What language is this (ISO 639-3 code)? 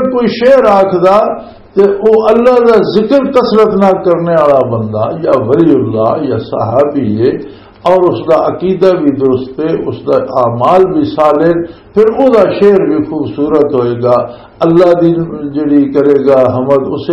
lah